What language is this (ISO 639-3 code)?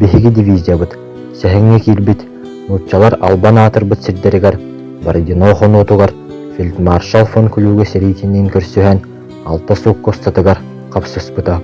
sah